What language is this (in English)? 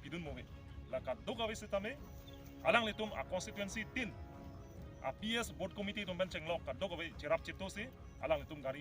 Karbi